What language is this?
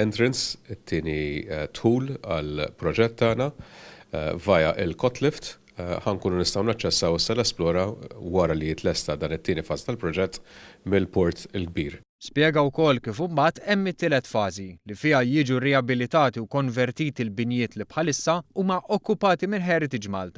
Maltese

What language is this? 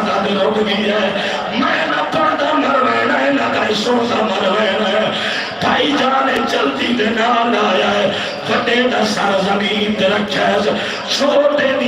Saraiki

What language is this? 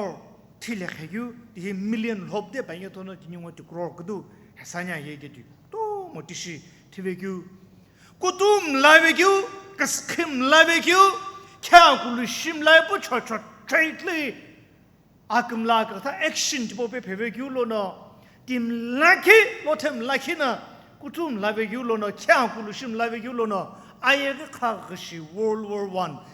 Sumi Naga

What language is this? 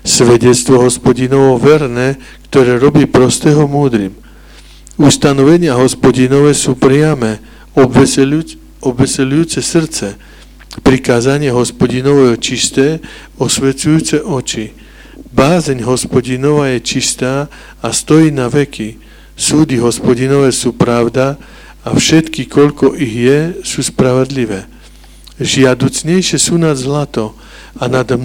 Slovak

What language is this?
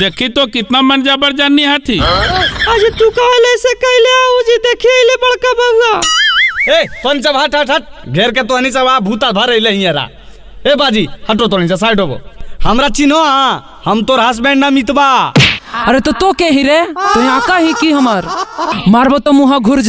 Magahi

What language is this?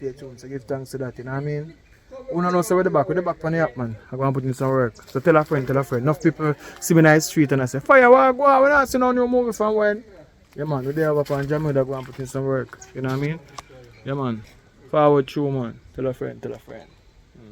Jamaican Creole English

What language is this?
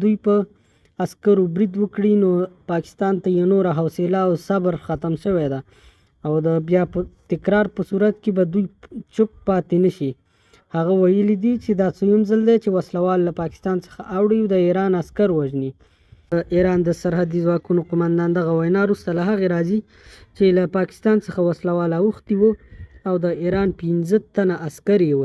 Pashto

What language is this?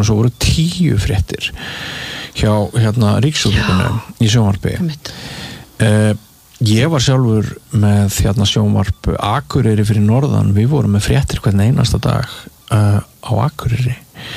Icelandic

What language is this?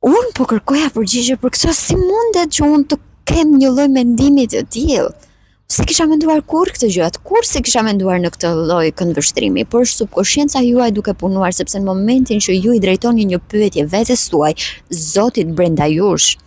Albanian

